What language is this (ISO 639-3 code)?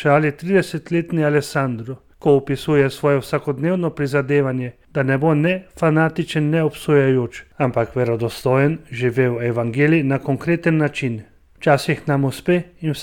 slv